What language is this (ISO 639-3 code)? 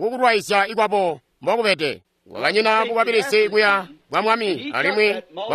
toi